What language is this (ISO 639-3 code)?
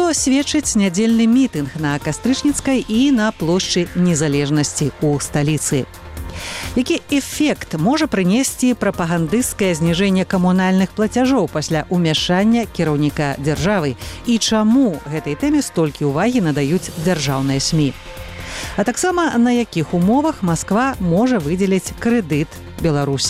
bel